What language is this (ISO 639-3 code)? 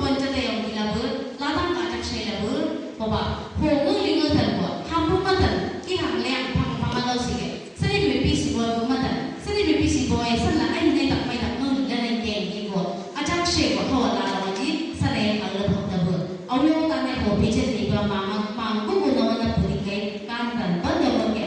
nbc